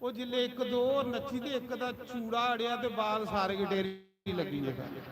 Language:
Dogri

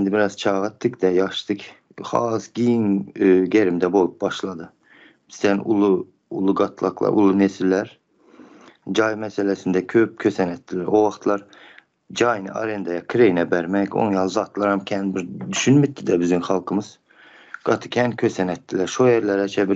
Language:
Turkmen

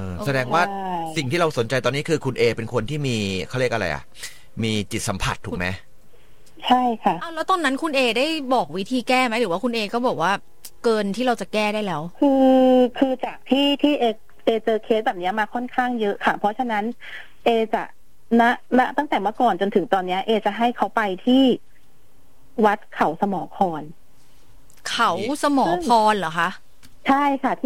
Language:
Thai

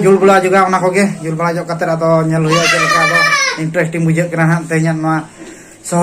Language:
Santali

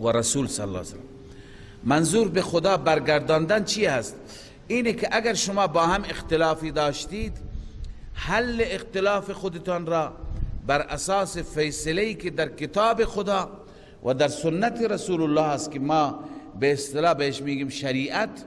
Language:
Persian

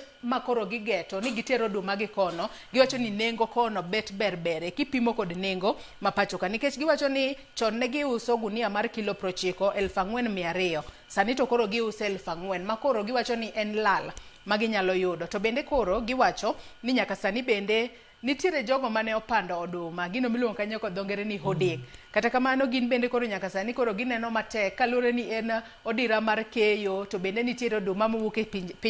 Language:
Luo (Kenya and Tanzania)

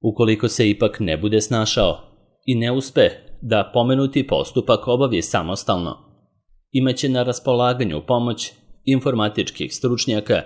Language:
Serbian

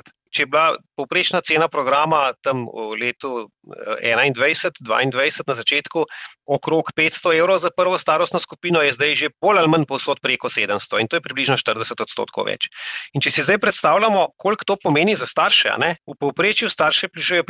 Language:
Slovenian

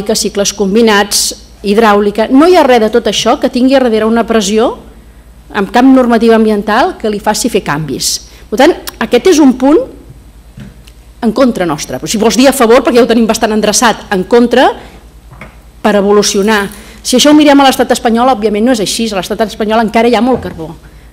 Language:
Catalan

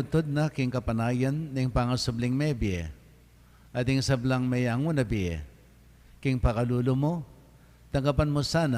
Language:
Pampanga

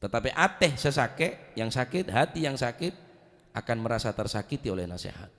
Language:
Madurese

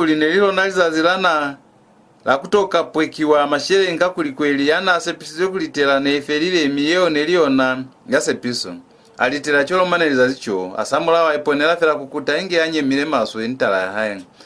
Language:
Lozi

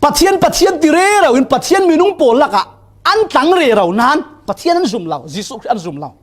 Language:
Falam Chin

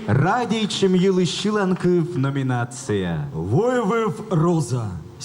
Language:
Komi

